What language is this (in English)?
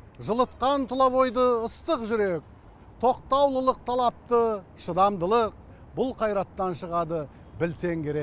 Kazakh